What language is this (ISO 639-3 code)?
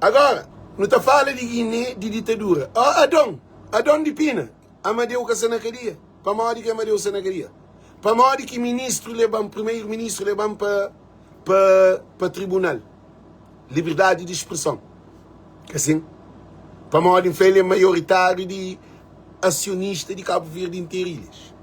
kea